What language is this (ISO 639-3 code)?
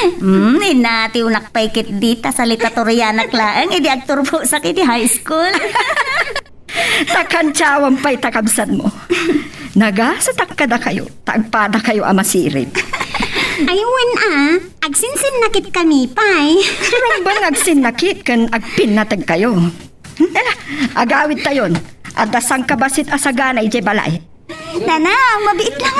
ilo